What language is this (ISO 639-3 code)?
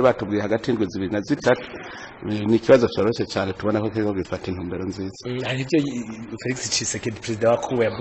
run